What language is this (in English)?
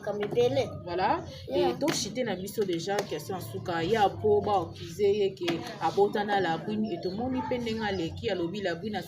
Lingala